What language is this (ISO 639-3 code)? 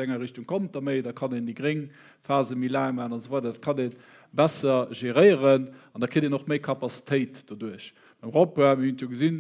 ltz